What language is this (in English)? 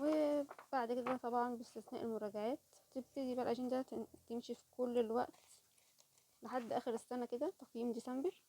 Egyptian Arabic